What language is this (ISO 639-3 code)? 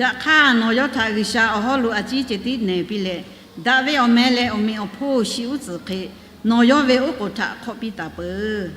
lhu